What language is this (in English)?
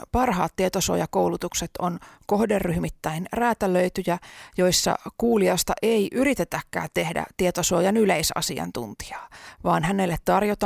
Finnish